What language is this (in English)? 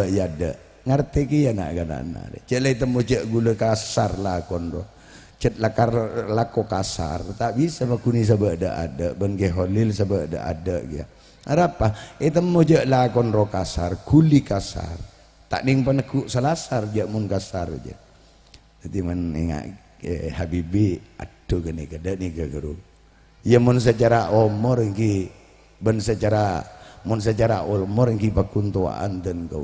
Madurese